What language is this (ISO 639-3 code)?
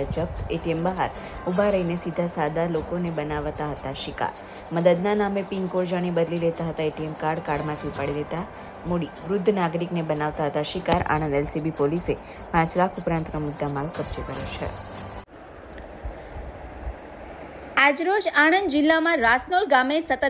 guj